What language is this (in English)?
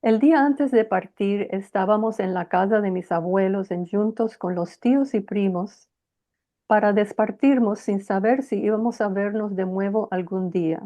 Ladino